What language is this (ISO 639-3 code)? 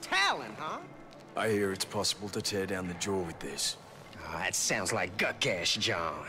bar